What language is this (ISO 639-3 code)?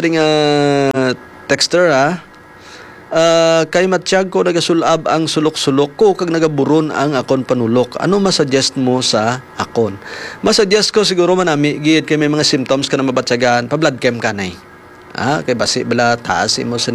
hil